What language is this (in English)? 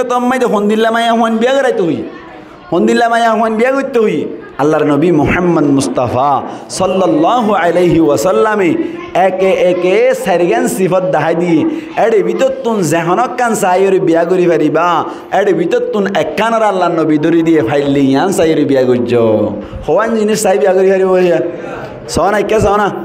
Rohingya